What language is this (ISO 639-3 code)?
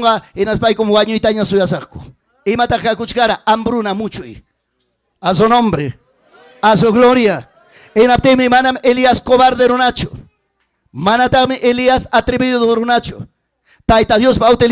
quy